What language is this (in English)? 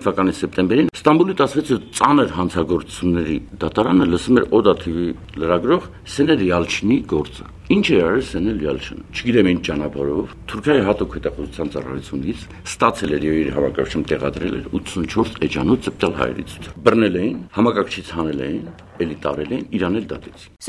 Armenian